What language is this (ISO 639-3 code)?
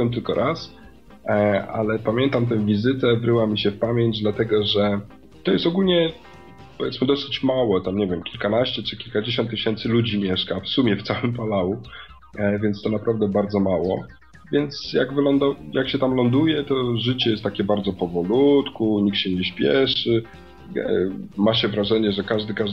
pol